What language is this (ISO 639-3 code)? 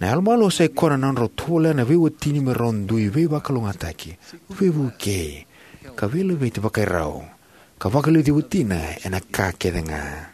fij